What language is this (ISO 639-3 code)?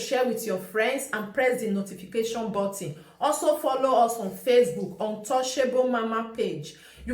pcm